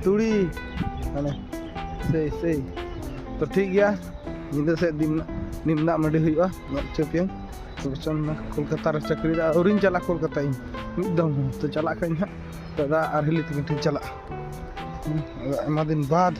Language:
Santali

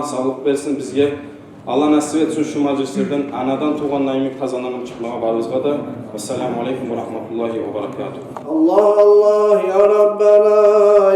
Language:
Kumyk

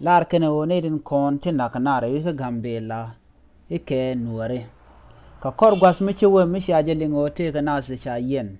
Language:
Nuer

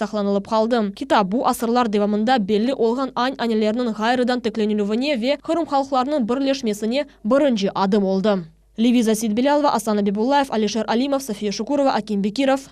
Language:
Crimean Tatar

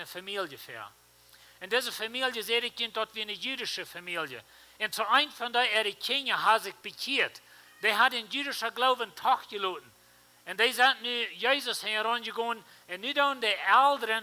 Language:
Plautdietsch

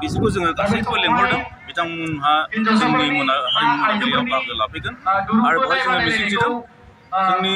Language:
Bodo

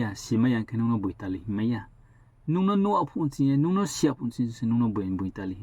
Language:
Riang (India)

